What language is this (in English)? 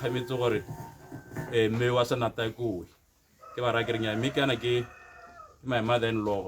Tswana